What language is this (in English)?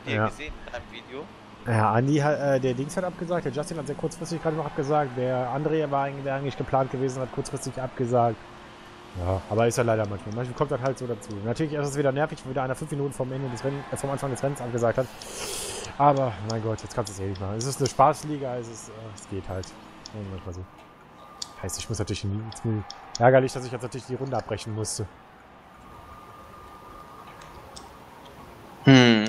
German